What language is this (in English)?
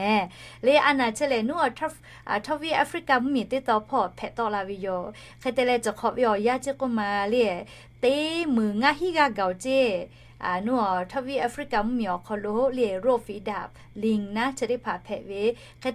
Lahu